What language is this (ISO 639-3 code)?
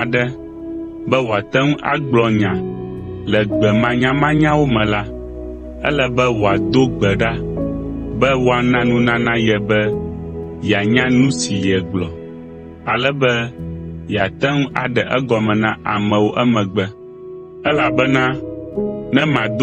ewe